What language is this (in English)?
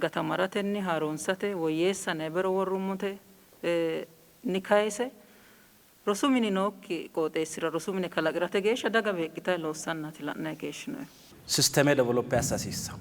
Sidamo